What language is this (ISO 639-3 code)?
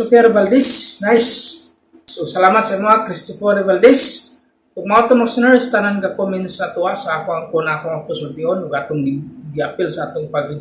ceb